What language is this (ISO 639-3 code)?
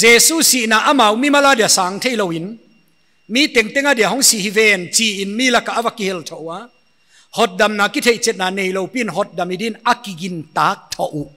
pck